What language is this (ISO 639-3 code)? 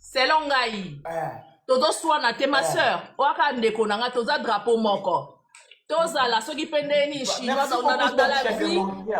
lin